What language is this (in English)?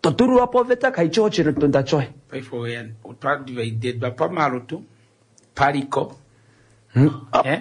Kuanyama